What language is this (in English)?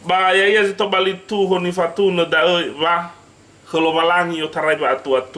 Nias